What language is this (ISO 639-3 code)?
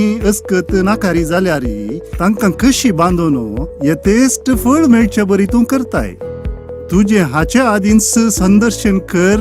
kok